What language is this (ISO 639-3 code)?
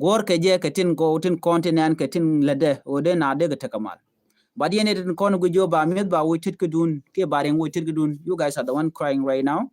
nus